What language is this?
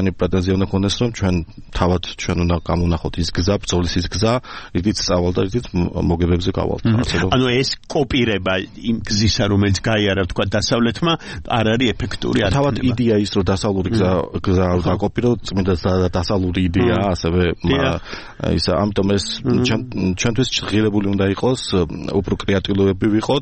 Georgian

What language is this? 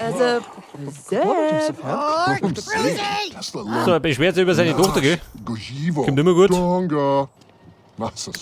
Bavarian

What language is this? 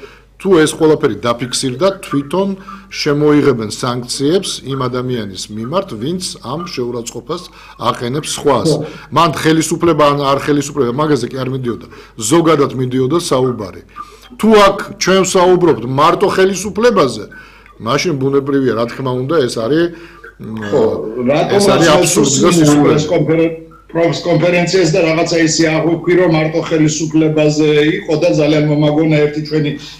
Georgian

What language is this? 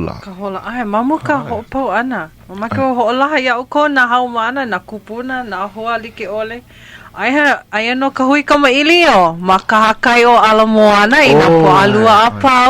Hawaiian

